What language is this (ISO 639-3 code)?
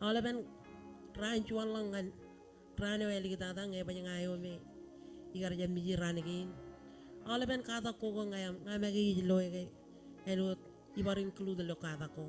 mah